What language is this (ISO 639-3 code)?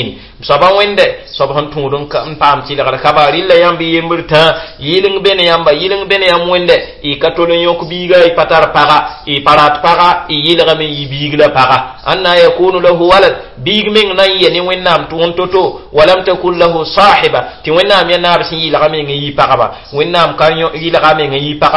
mos